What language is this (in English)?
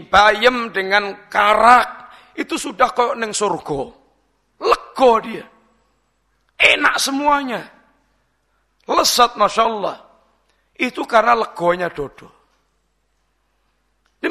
Indonesian